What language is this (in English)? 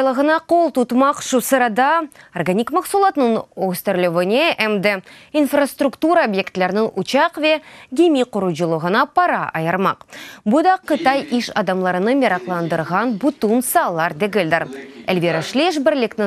Crimean Tatar